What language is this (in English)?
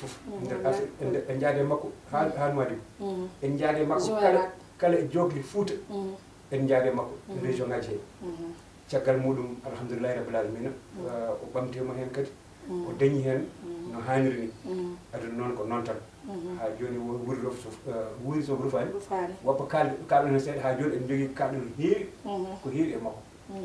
Fula